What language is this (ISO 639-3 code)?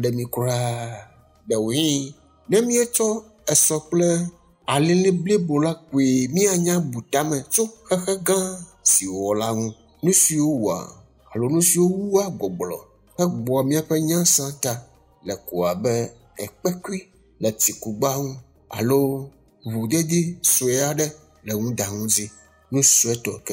ewe